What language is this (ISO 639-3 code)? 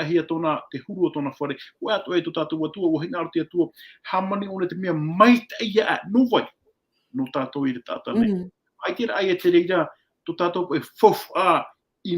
tah